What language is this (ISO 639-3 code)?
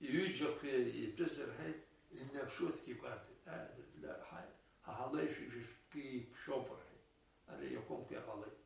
abk